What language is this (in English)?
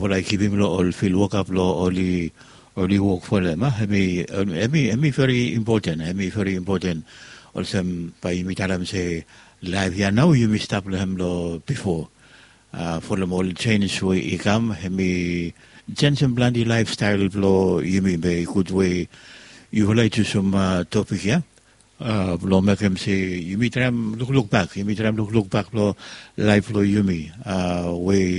Bislama